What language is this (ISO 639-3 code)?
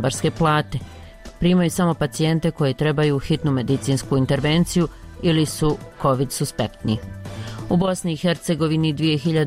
bos